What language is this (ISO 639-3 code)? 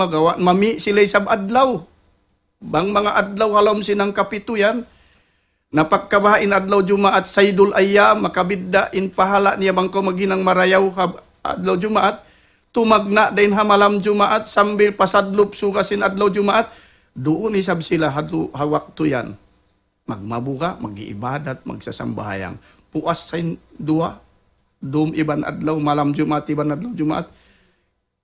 tsg